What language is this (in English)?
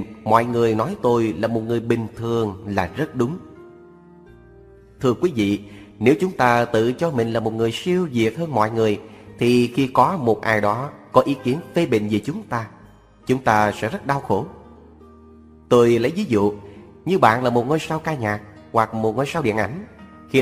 Vietnamese